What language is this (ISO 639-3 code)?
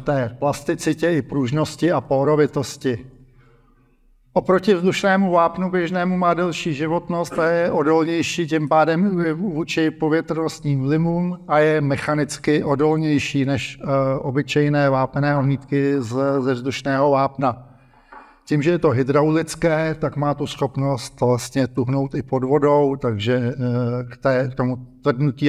ces